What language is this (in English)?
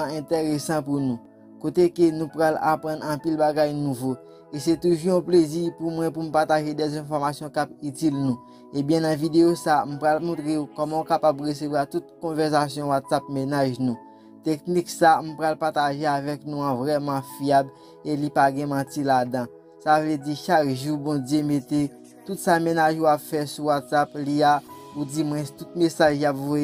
Haitian Creole